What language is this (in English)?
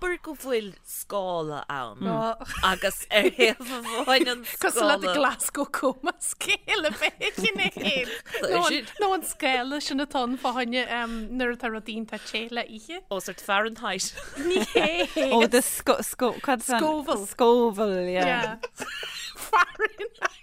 Irish